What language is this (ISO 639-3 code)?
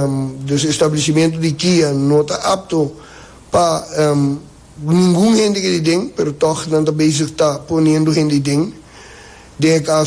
pap